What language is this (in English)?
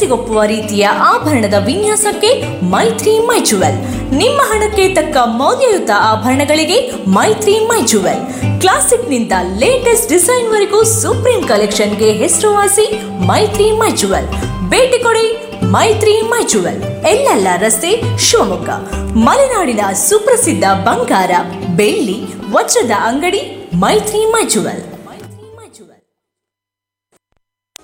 Kannada